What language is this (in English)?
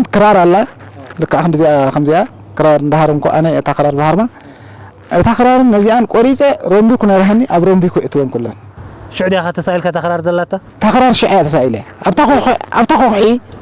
Tigrinya